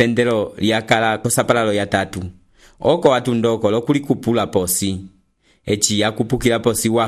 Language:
Umbundu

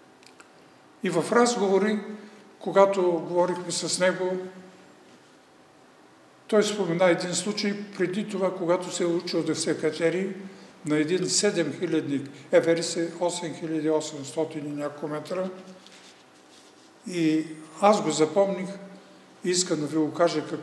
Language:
Bulgarian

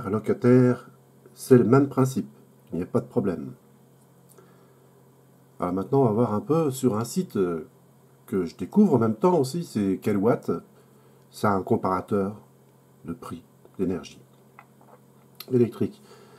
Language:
French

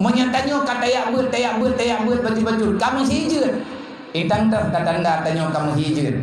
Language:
Achinese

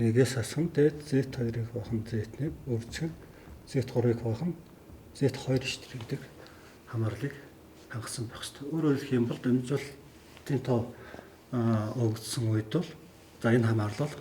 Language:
Mongolian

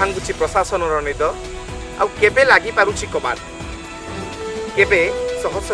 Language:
Odia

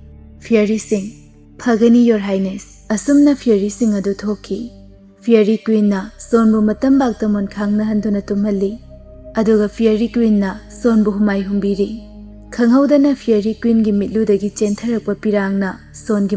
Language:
Manipuri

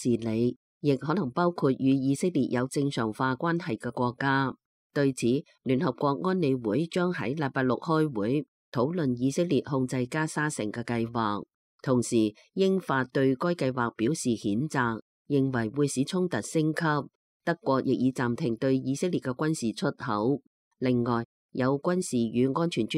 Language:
Cantonese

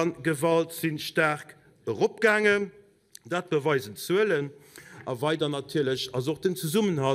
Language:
Luxembourgish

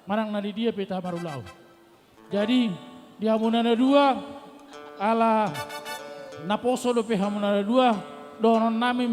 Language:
Batak Simalungun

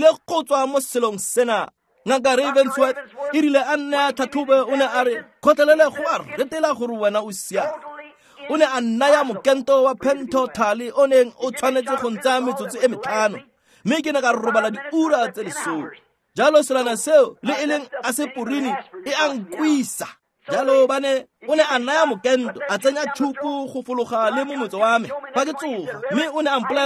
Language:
Tswana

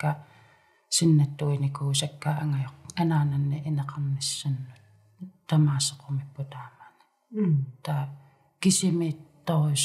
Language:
Kalaallisut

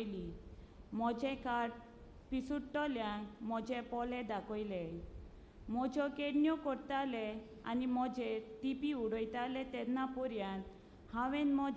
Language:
Konkani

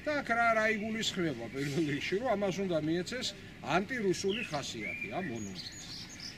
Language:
Georgian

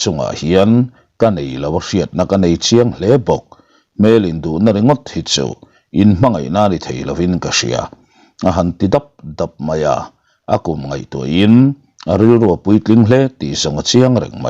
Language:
Mizo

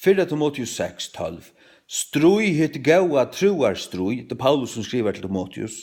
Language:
Faroese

